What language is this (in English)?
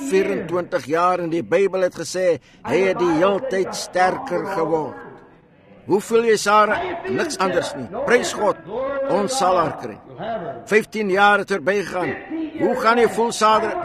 Afrikaans